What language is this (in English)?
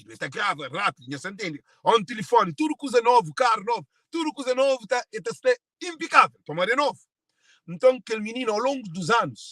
Kabuverdianu